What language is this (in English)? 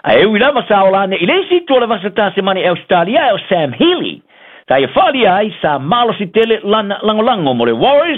Samoan